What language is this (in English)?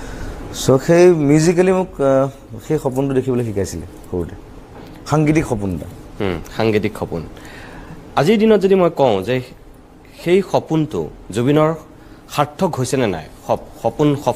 Assamese